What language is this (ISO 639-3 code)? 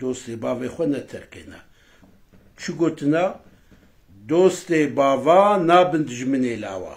kur